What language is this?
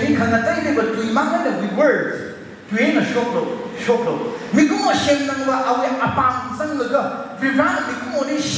Tangkhul Naga (India)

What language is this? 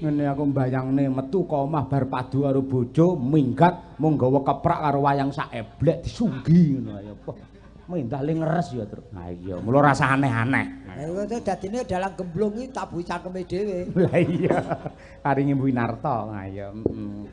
Javanese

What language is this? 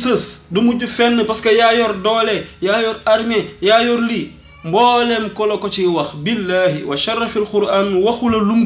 Wolof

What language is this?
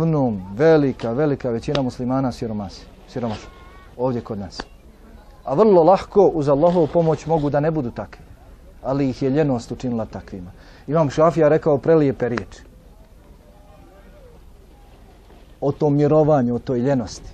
Bosnian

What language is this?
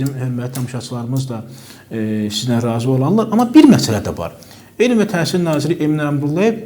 Azerbaijani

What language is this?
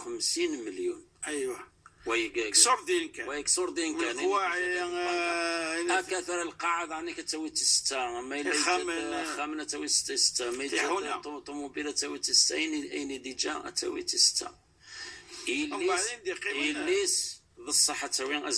Kabyle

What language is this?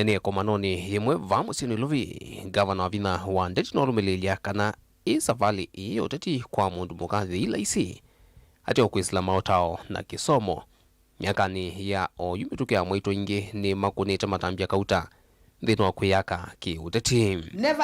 Kamba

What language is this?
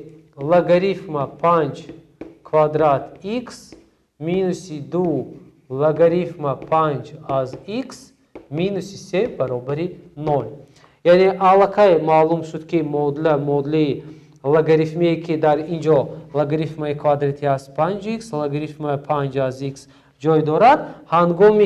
Tajik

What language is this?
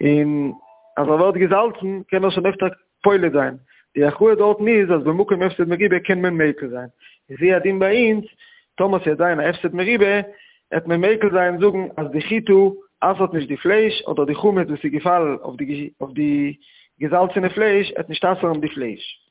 Yiddish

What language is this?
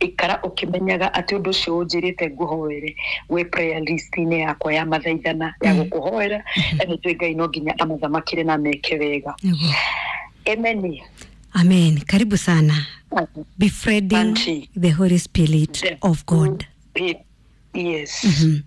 Kikuyu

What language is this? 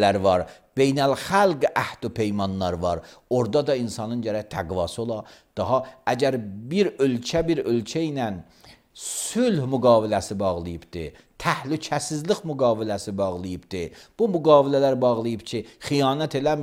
Azerbaijani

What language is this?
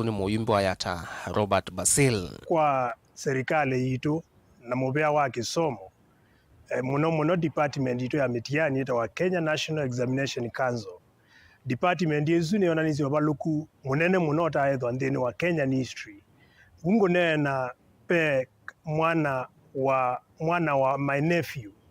Kamba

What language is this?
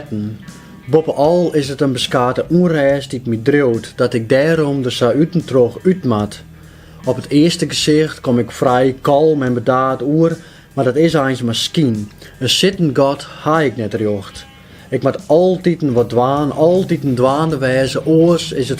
Western Frisian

